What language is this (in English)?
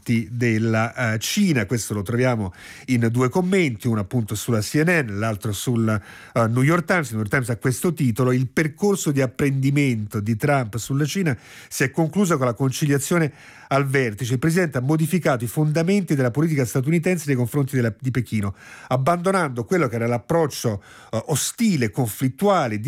Italian